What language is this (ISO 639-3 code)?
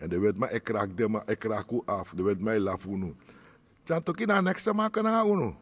srn